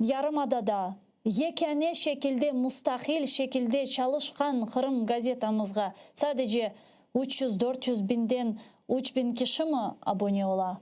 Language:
Crimean Tatar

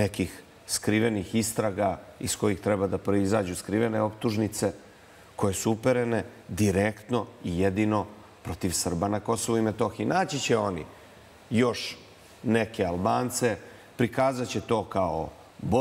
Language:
Serbian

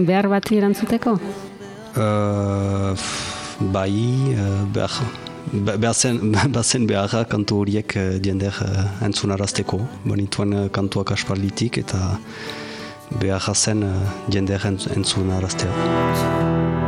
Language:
Basque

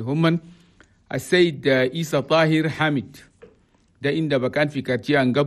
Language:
Chadian Arabic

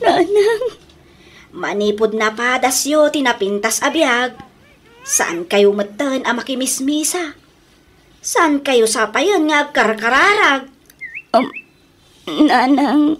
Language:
Iloko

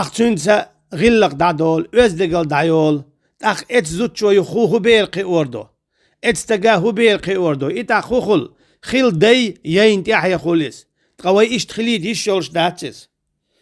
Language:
Chechen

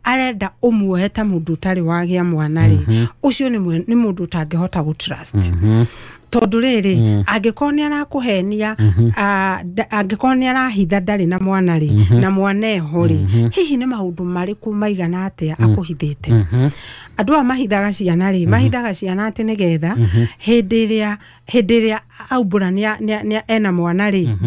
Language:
Kikuyu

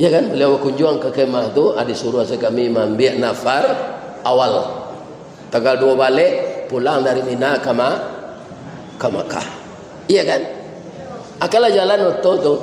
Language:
Minangkabau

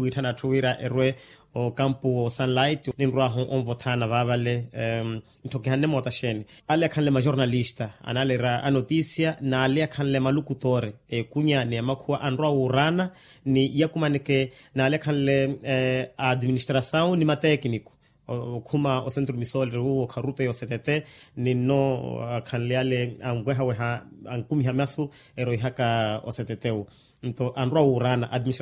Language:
Makhuwa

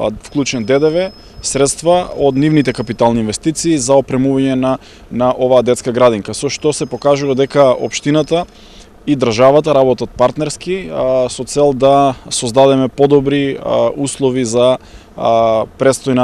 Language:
Macedonian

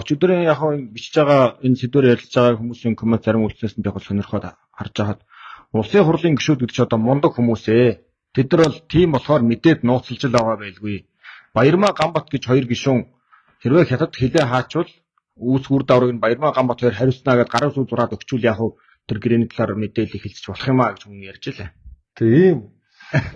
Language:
Mongolian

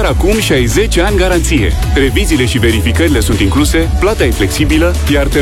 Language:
Romanian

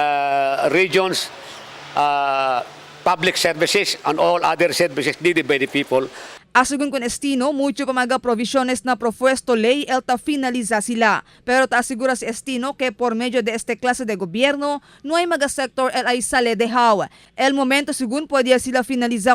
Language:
Chavacano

